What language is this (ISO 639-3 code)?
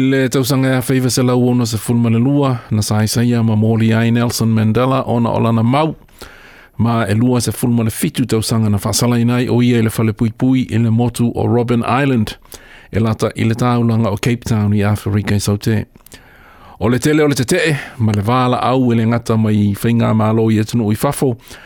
smo